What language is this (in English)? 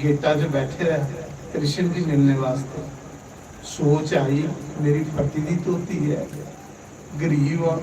Dogri